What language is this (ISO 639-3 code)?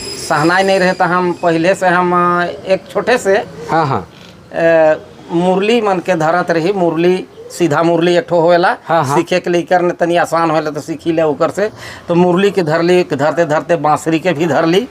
sck